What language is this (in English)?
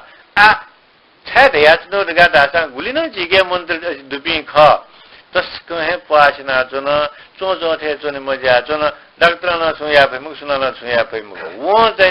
Newari